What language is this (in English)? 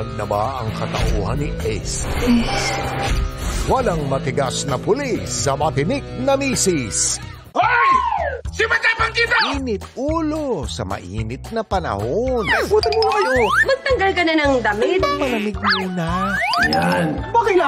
Filipino